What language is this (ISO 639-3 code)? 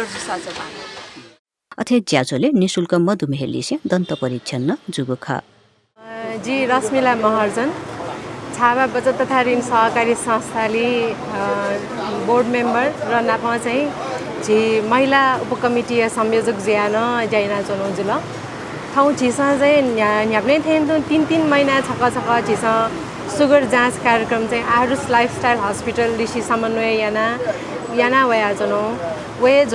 new